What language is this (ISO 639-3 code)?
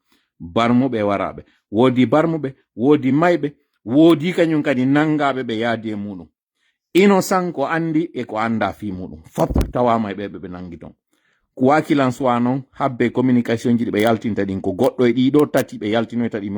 fuf